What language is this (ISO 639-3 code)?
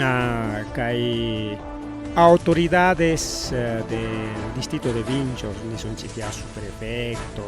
quy